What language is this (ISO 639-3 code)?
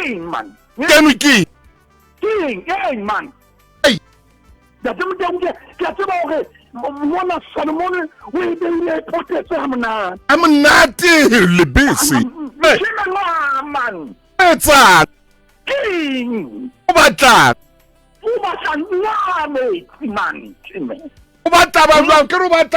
sot